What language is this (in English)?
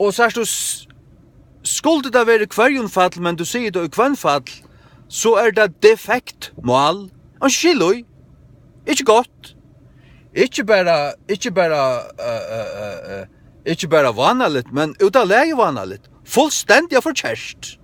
Faroese